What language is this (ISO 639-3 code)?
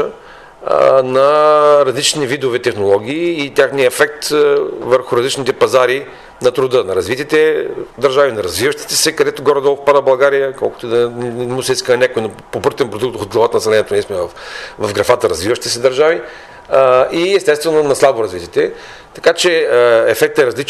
bul